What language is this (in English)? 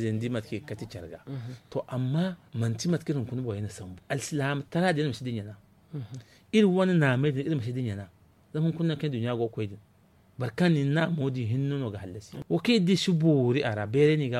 Zarma